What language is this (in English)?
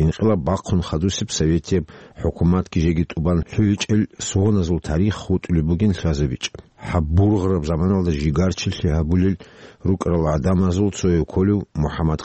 Avaric